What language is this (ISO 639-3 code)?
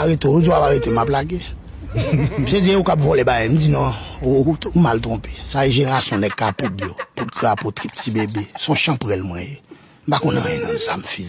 hat